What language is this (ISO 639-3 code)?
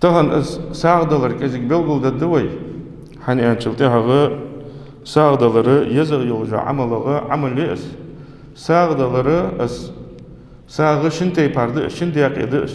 inh